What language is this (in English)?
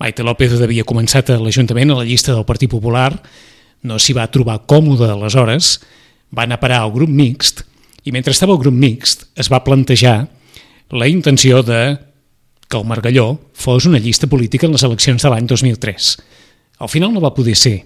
Catalan